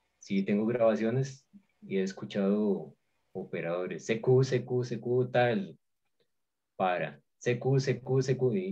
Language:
Spanish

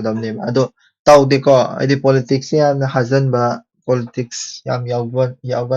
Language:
Manipuri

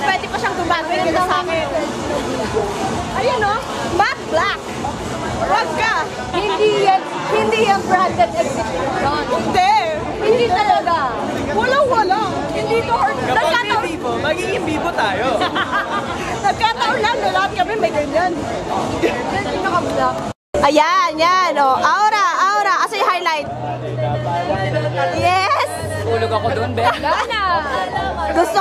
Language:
Filipino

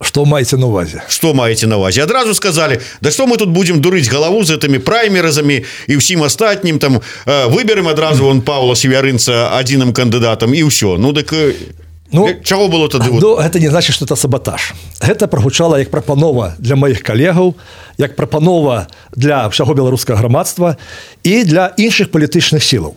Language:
Belarusian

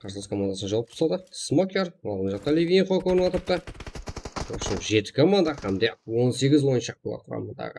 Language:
Kara-Kalpak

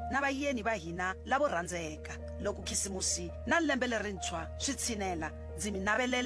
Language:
Tsonga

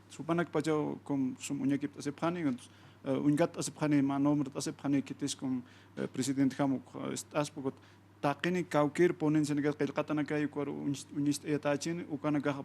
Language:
Aymara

